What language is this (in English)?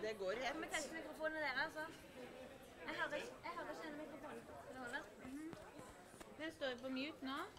Norwegian